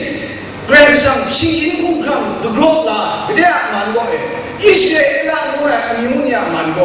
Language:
Kachin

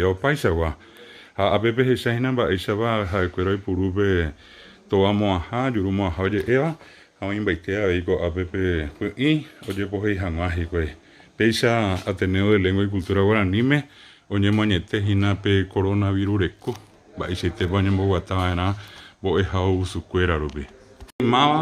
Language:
Guarani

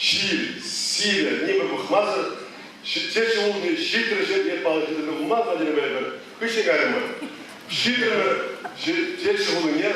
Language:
Chuvash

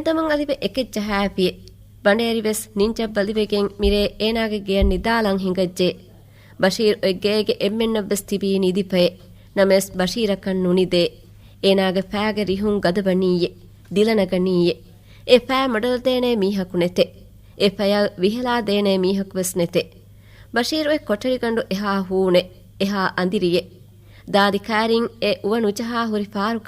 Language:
Divehi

